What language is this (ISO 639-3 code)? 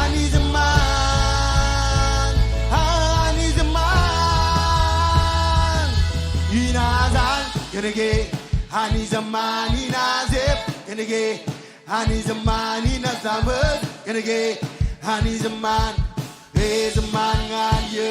mah